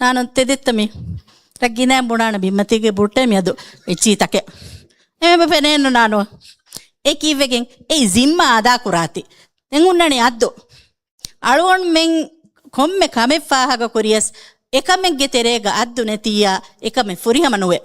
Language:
Divehi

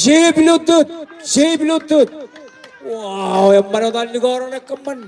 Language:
Marshallese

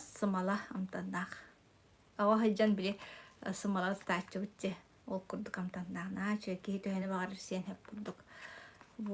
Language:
Yakut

